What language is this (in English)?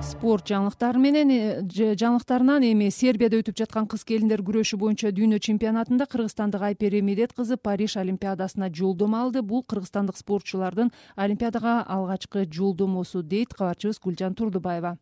Kyrgyz